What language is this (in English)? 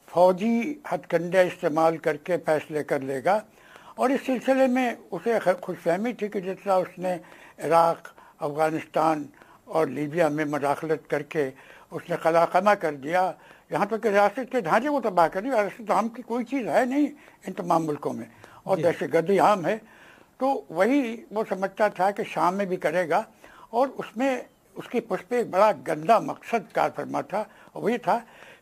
Urdu